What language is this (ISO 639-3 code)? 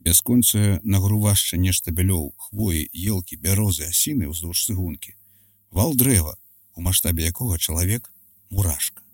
bel